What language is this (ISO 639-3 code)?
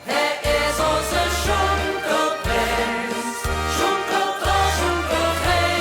lim